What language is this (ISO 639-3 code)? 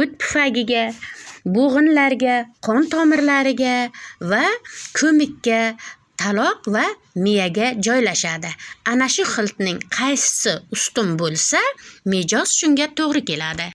uzb